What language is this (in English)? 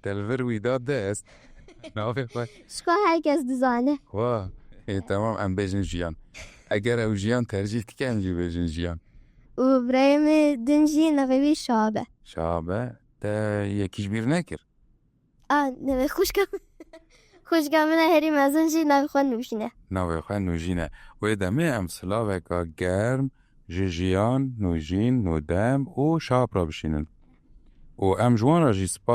Kurdish